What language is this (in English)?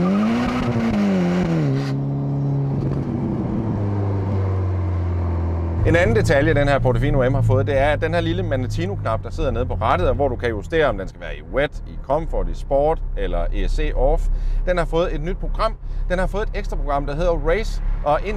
Danish